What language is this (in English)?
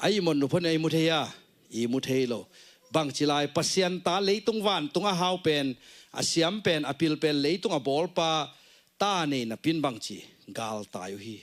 Tedim Chin